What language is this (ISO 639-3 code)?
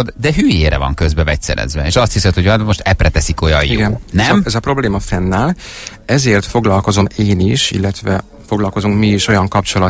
hun